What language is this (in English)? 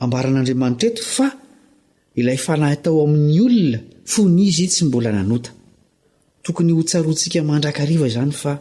Malagasy